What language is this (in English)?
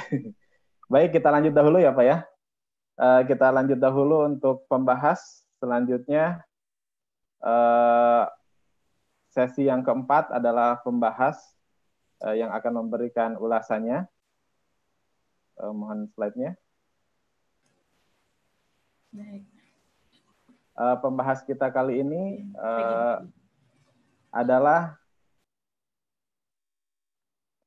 Indonesian